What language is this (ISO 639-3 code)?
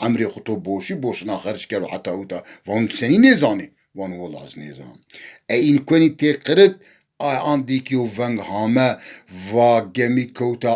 zza